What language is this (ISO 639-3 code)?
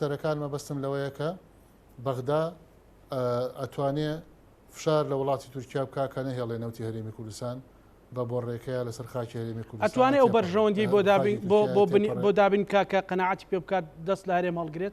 ckb